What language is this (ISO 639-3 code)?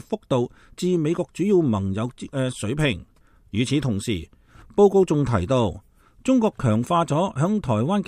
yue